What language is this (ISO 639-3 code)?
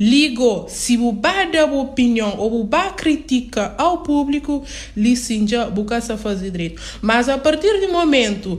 kea